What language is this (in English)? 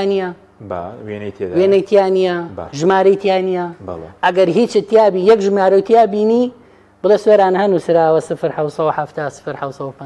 Central Kurdish